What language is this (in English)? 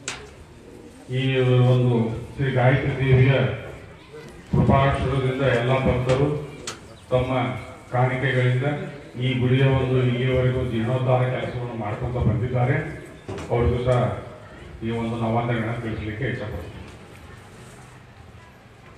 Kannada